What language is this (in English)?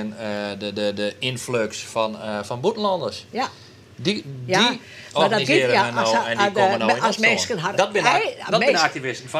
Western Frisian